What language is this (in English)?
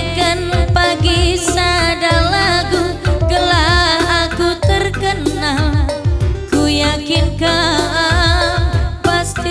Batak Karo